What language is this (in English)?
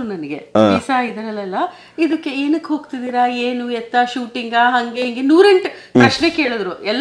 Kannada